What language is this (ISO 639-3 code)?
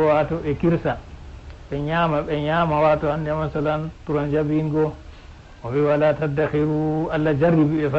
ful